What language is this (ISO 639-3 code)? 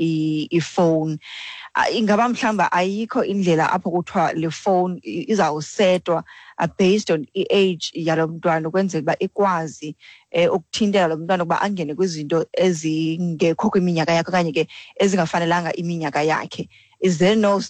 xho